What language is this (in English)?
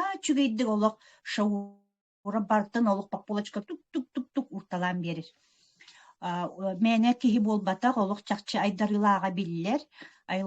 Yakut